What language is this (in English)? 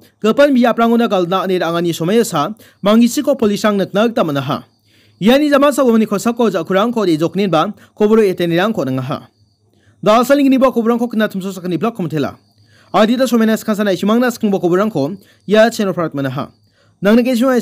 Garo